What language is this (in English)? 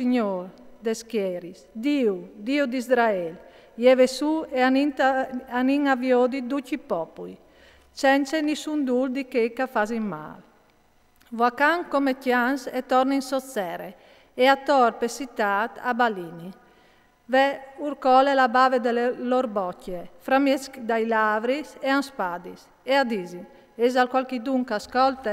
Friulian